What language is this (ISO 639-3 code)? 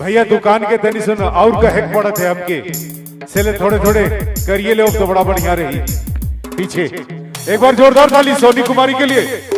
sck